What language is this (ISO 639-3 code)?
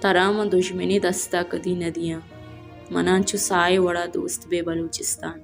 bal